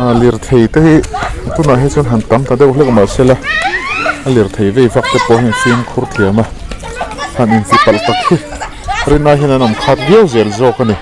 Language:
Mizo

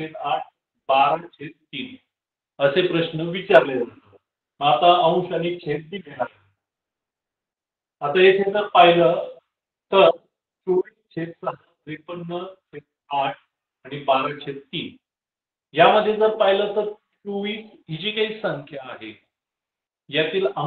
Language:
Marathi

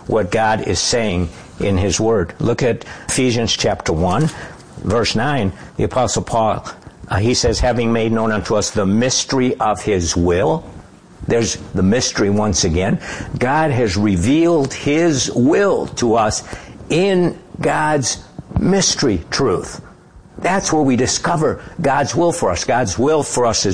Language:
English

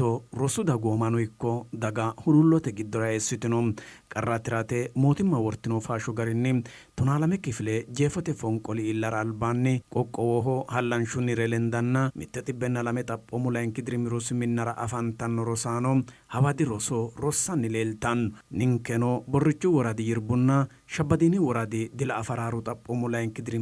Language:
Sidamo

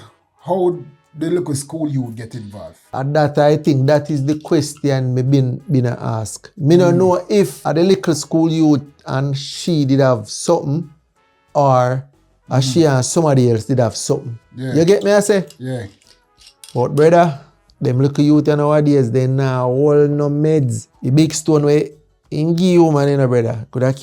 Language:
Jamaican Creole English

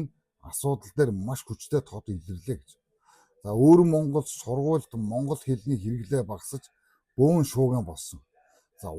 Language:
Mongolian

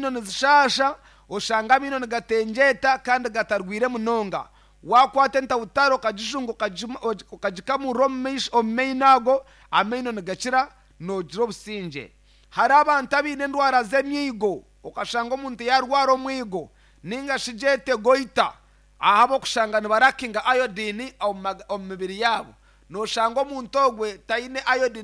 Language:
Nyankole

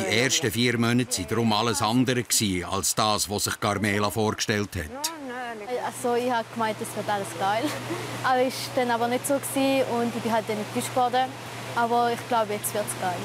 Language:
Swiss German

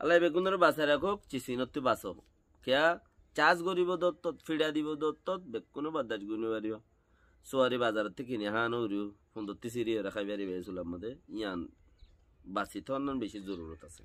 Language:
Rohingya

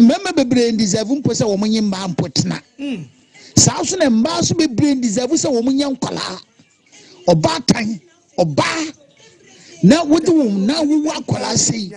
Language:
Akan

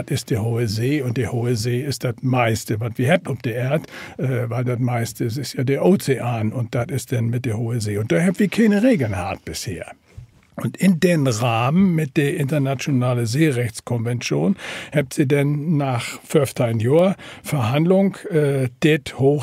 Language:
Low German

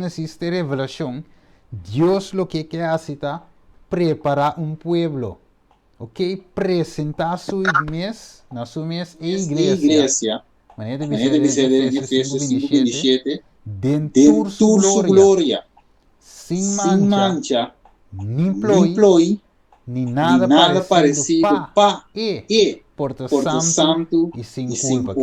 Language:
Papiamento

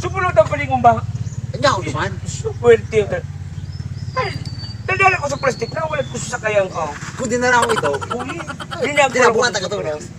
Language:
Bikol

